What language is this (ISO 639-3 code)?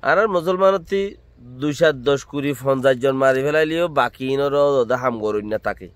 rhg